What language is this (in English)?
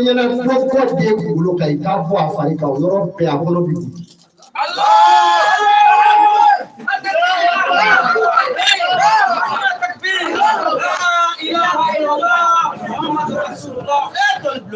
Bambara